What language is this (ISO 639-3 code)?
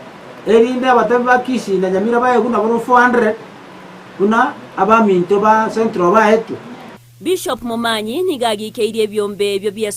guz